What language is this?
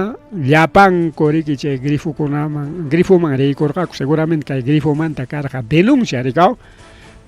Ayacucho Quechua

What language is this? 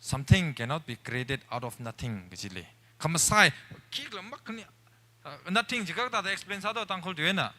Tangkhul Naga (India)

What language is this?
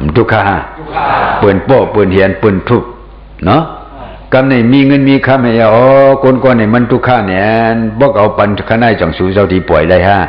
Shan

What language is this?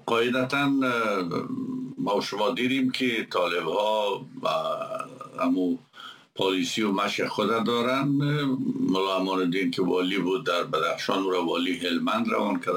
Persian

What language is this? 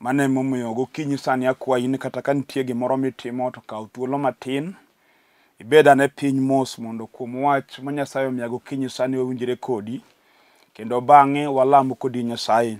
Luo (Kenya and Tanzania)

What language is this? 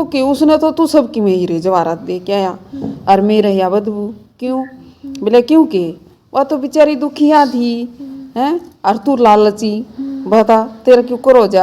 Haryanvi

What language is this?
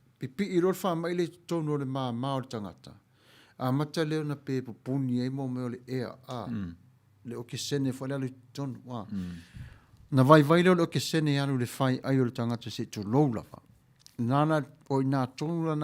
Samoan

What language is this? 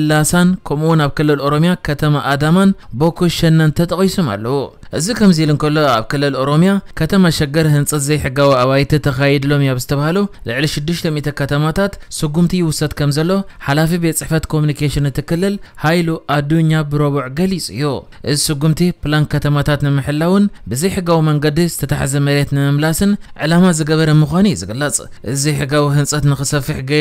Tigrinya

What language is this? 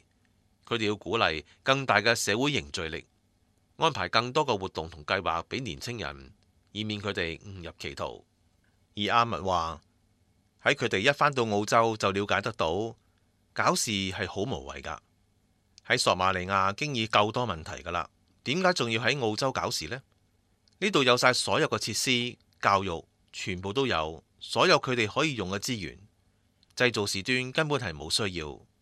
Cantonese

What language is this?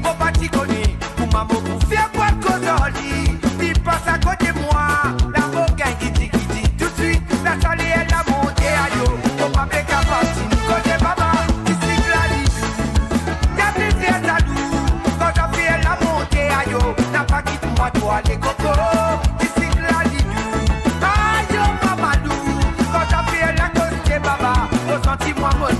Morisyen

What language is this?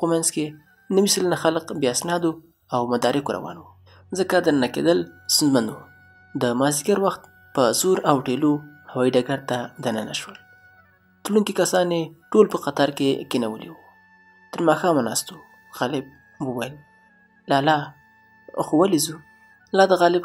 Pashto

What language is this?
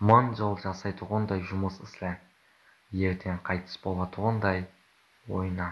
Kara-Kalpak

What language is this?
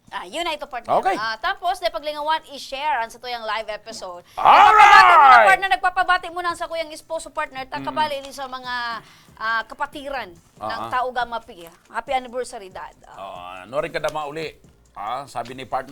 Bikol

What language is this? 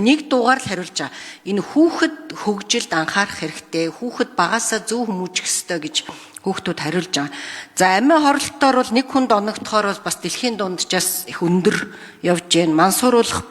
Mongolian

